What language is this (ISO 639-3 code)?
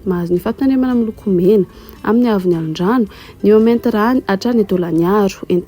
mlg